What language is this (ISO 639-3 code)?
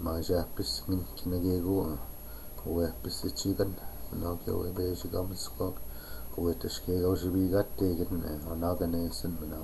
ciw